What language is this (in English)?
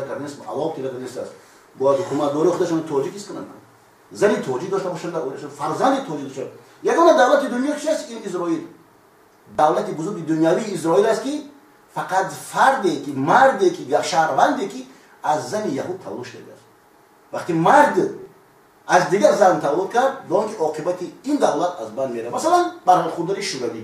Tajik